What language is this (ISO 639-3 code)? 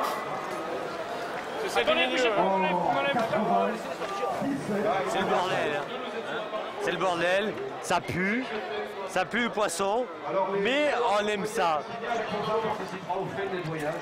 fra